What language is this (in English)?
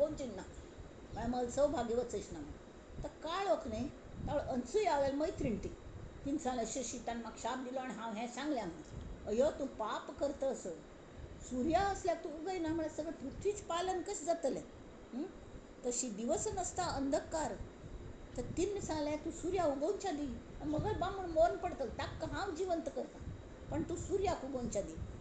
Konkani